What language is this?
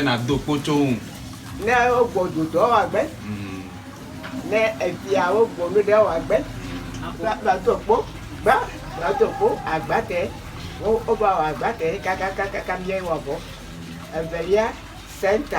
Ewe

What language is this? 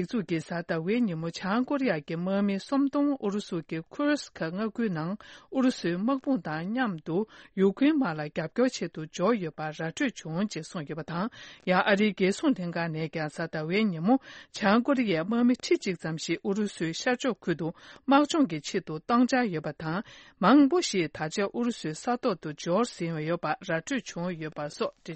Tibetan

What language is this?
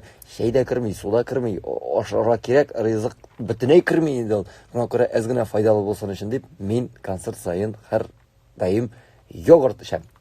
Tatar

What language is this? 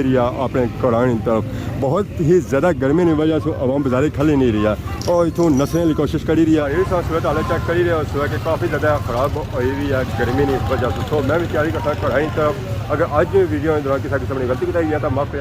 Pahari-Potwari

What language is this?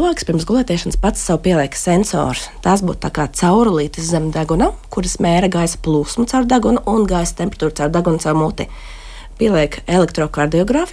Latvian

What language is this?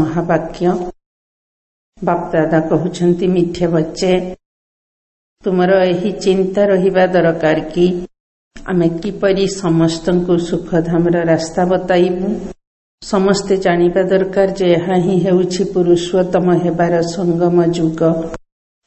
Odia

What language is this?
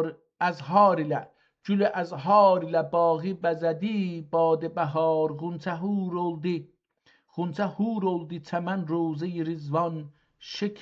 South Azerbaijani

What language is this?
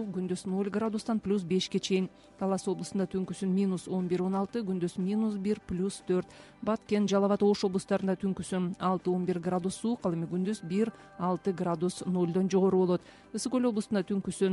Kyrgyz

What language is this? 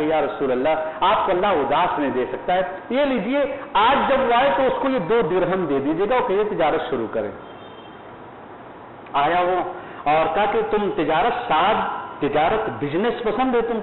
Urdu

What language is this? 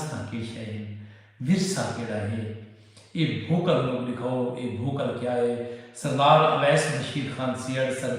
Saraiki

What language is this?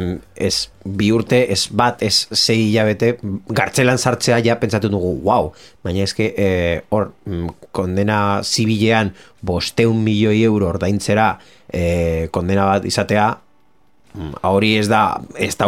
Basque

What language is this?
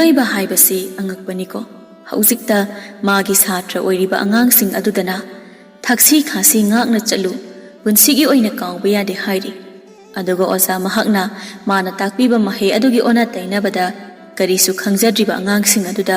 Manipuri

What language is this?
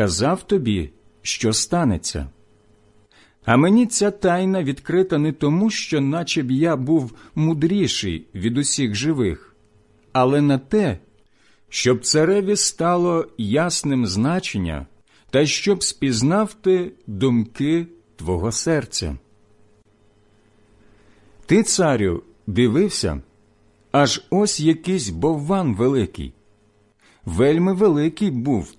Ukrainian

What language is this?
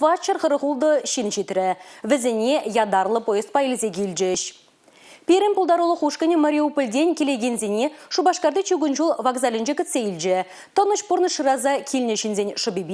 Chuvash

